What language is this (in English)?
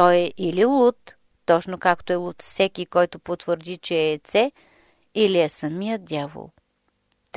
Bulgarian